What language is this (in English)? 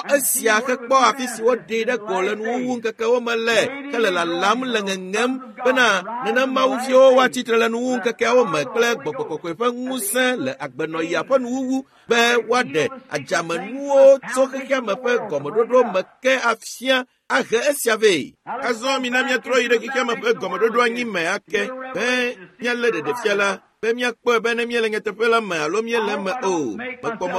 Ewe